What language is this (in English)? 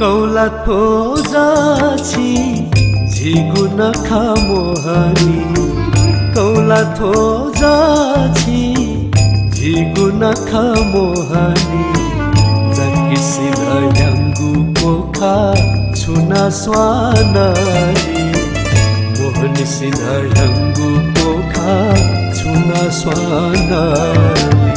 Newari